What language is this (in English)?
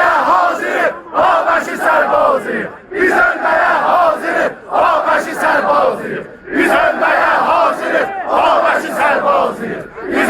South Azerbaijani